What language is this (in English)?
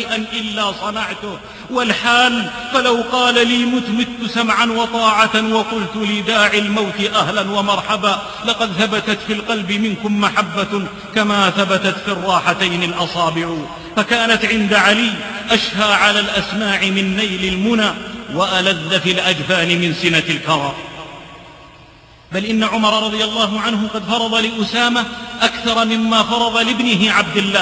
Arabic